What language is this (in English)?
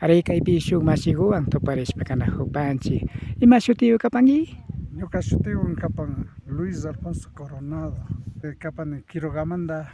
Imbabura Highland Quichua